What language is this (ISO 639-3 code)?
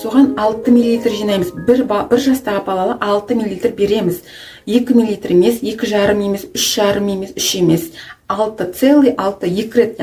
kaz